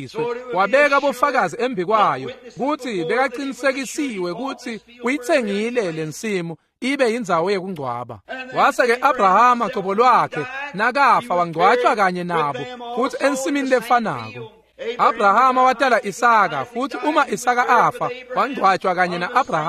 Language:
Swati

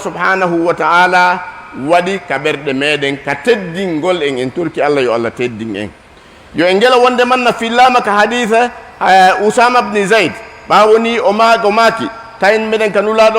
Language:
Fula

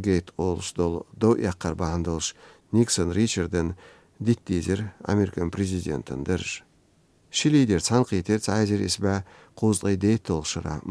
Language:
Chechen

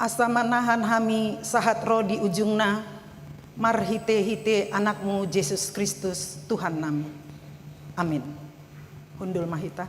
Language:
Batak Toba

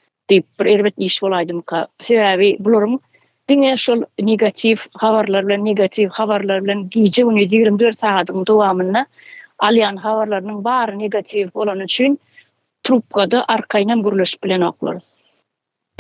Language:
Turkmen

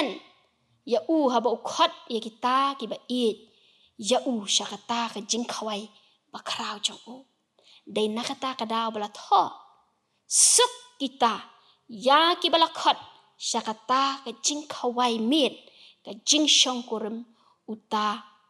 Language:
Khasi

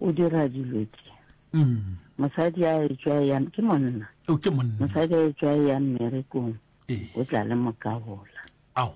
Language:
Northern Sotho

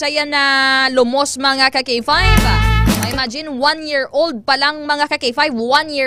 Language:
Hiligaynon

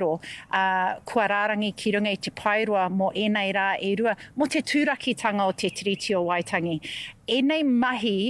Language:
Māori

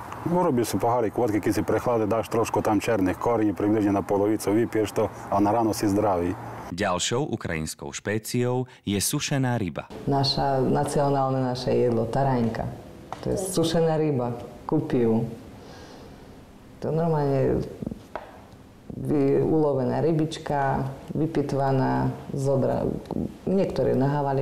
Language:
Slovak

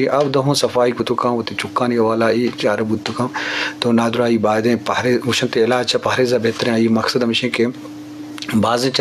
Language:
Eastern Balochi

